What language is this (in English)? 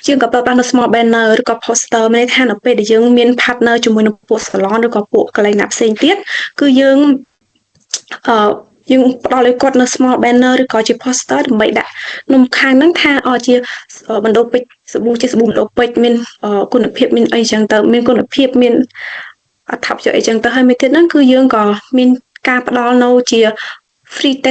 Khmer